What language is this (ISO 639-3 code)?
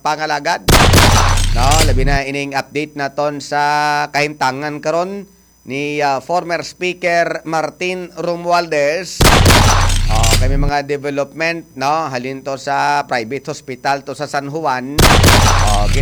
hil